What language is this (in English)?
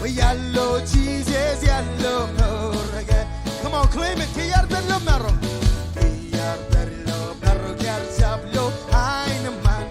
Marshallese